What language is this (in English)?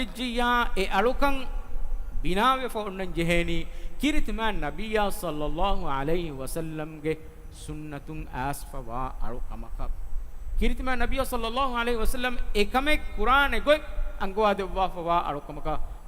Divehi